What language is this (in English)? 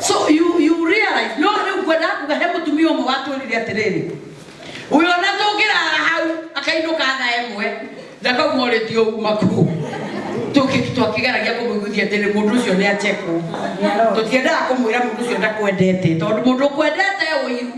Kikuyu